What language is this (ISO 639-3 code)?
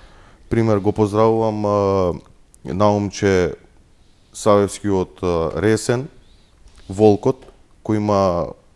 mkd